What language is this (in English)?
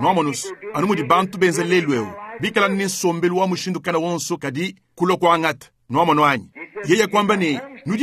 Luba-Lulua